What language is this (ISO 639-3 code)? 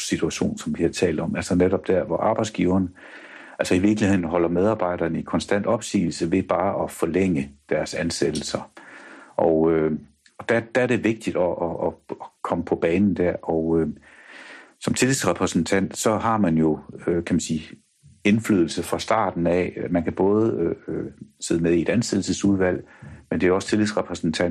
dan